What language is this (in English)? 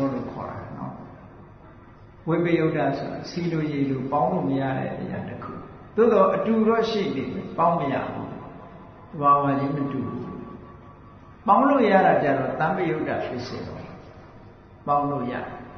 Burmese